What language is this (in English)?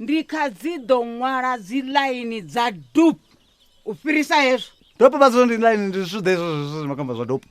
Venda